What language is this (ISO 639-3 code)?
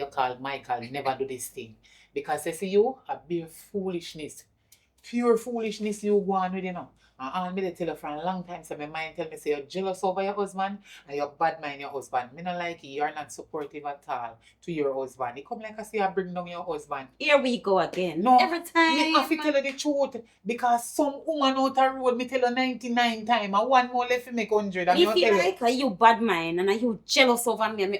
jam